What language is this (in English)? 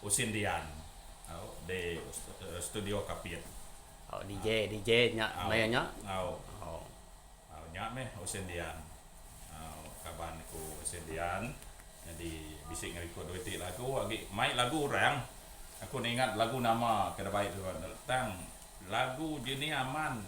Iban